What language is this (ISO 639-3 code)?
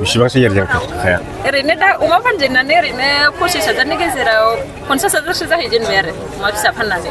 brx